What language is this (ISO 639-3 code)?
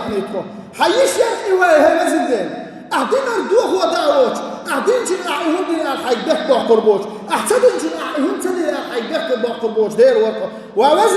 che